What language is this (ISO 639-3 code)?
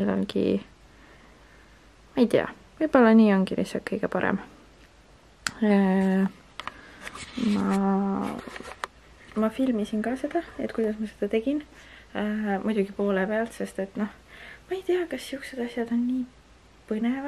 est